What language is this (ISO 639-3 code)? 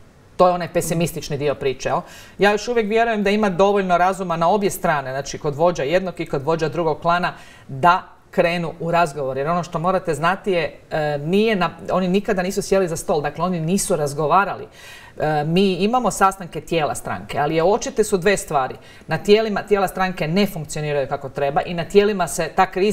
hrv